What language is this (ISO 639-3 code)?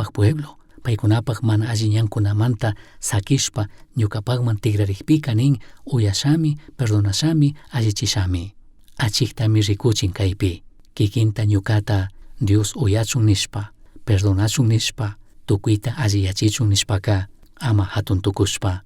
qug